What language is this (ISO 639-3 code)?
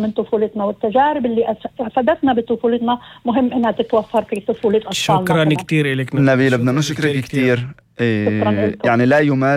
apc